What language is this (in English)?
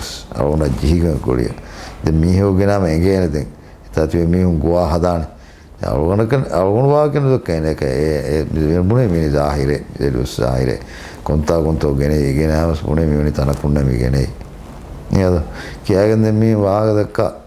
Divehi